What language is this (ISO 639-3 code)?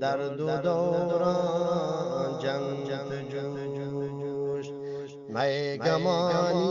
bgp